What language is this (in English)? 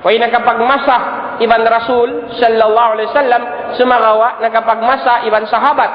Tausug